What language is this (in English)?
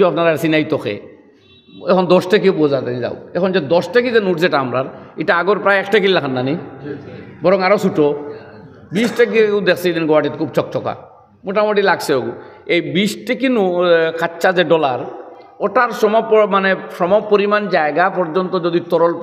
Sylheti